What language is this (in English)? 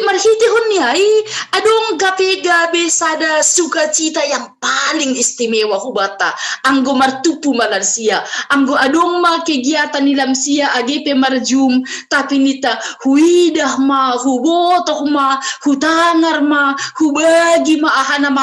Batak Simalungun